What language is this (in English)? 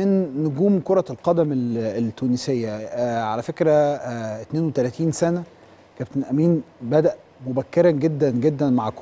Egyptian Arabic